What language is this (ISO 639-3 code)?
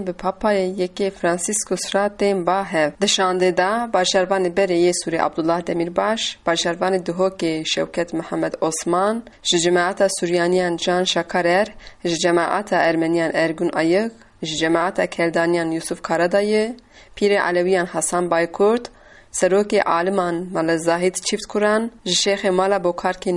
kur